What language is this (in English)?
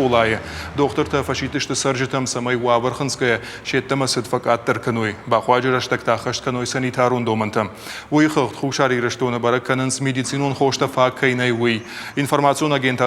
Ossetic